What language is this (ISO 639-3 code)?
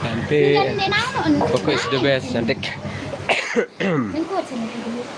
sas